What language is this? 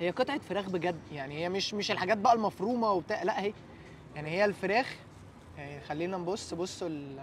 Egyptian Arabic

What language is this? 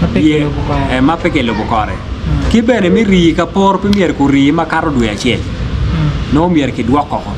Acoli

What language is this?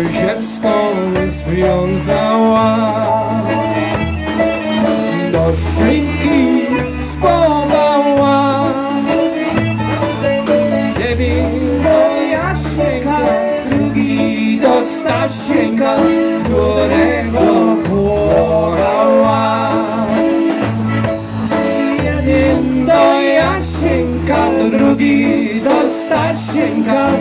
Polish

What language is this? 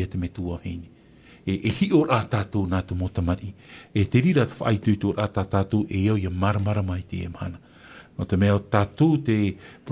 Tahitian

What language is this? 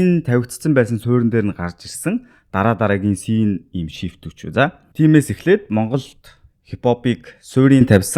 Mongolian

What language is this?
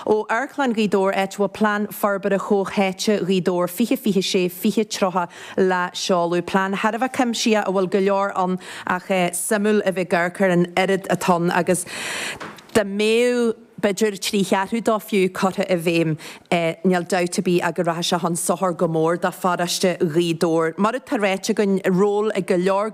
Irish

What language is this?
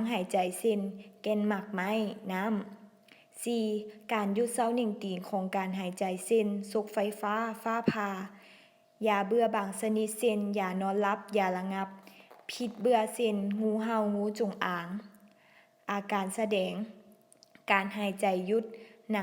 Lao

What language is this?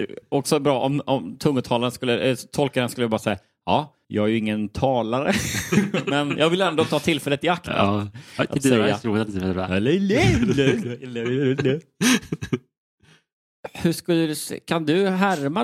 Swedish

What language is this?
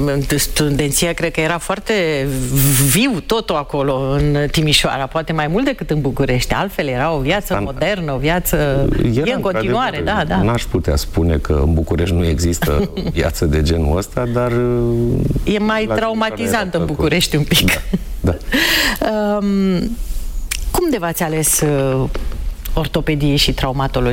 Romanian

